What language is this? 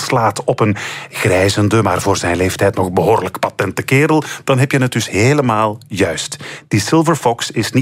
Dutch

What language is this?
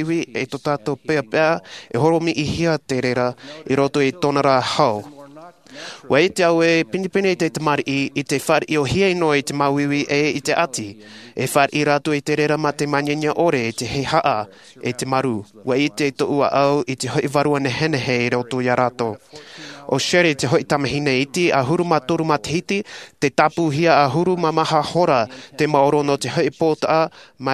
Tahitian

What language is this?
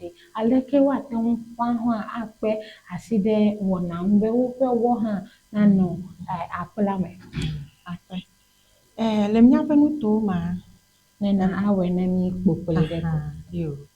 Ewe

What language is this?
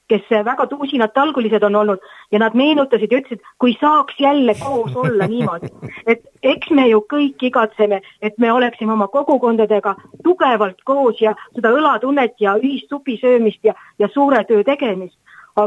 Estonian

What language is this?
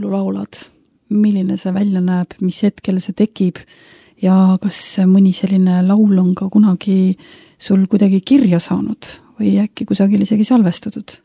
Estonian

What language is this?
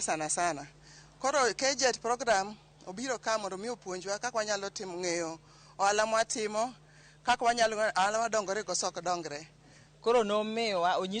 Luo (Kenya and Tanzania)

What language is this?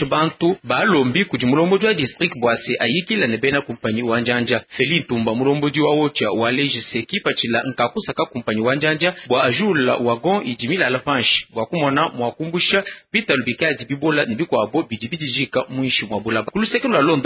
Luba-Lulua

